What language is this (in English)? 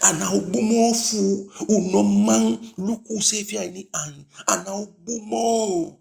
Eastern Maroon Creole